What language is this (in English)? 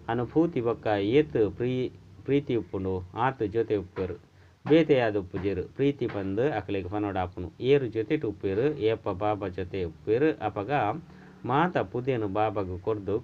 Tulu